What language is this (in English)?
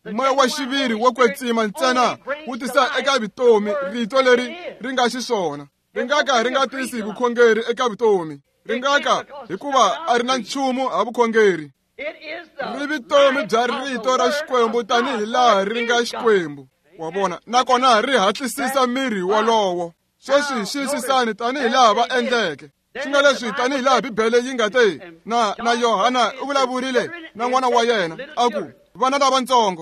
Tsonga